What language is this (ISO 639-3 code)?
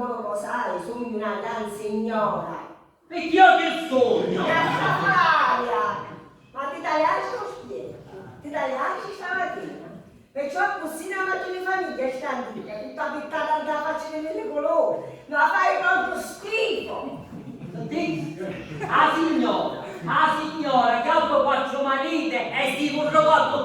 scn